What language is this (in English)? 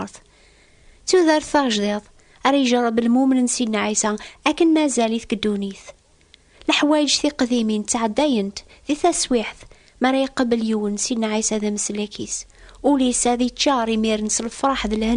Kabyle